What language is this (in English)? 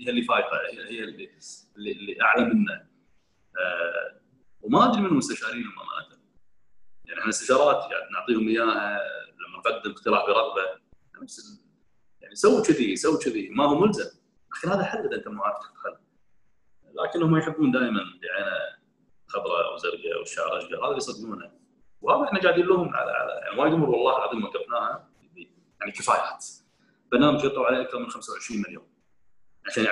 Gulf Arabic